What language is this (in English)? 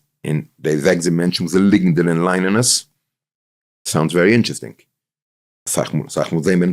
Yiddish